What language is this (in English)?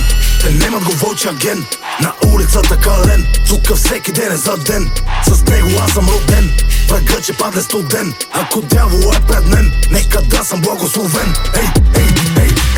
Bulgarian